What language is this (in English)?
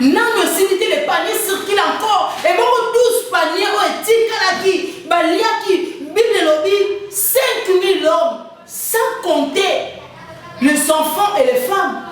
Lingala